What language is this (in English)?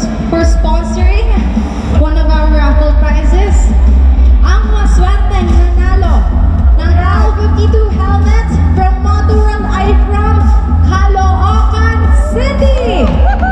Filipino